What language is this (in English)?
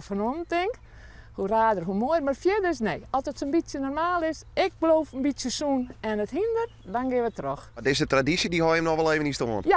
Western Frisian